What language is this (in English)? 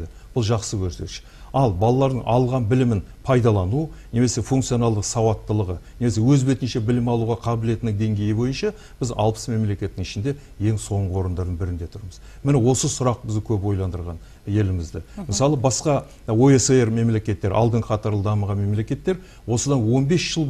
Kazakh